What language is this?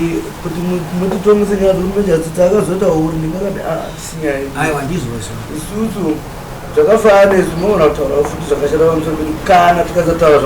Shona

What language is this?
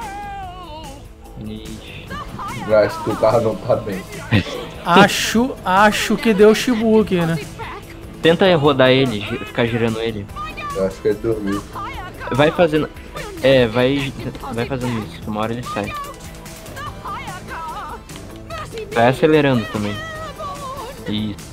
Portuguese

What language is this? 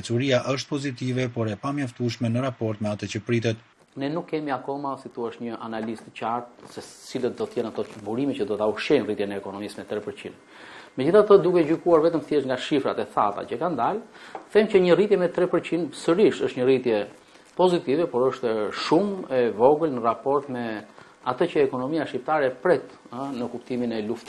Albanian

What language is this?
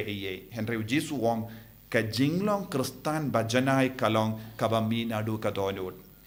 Khasi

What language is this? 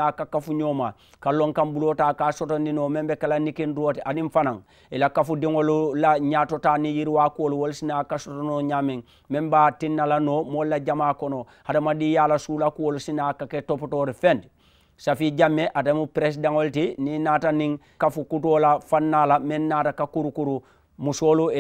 Mandingo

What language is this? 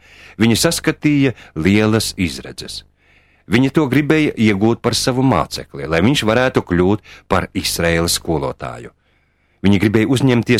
Latvian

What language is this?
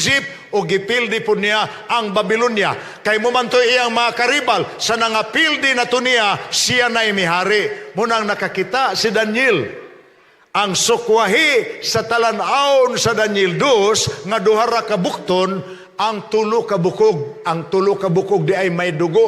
Cebuano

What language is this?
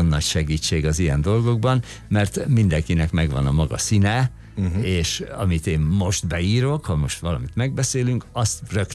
Hungarian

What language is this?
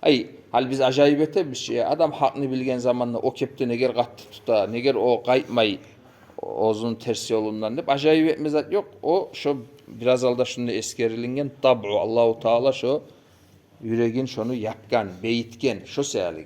Kumyk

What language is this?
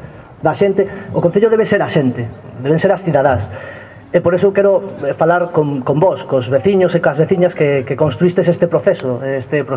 Galician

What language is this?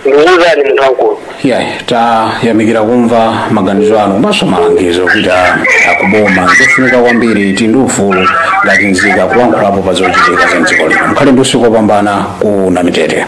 Nyanja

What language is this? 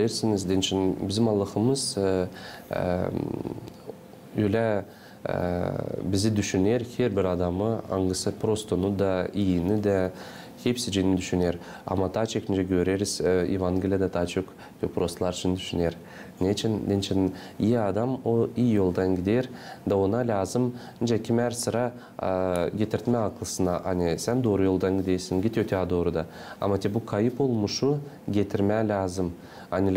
Gagauz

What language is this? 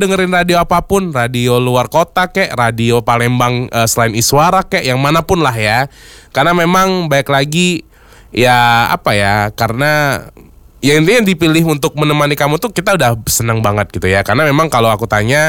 Indonesian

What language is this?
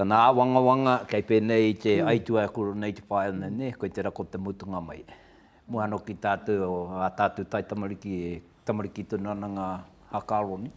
Māori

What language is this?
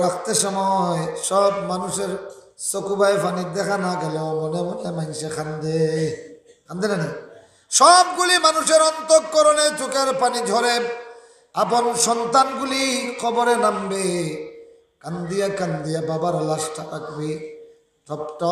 Sylheti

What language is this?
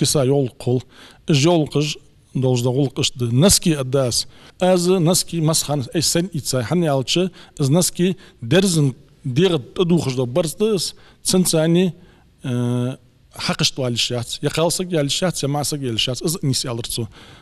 Ingush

